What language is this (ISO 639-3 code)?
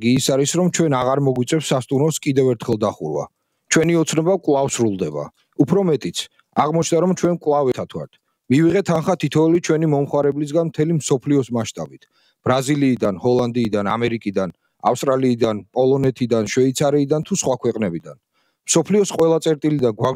kat